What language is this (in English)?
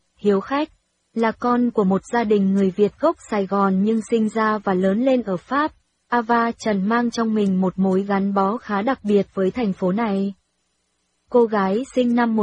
Vietnamese